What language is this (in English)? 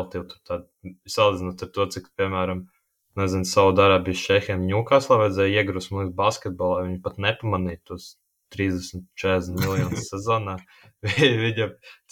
Latvian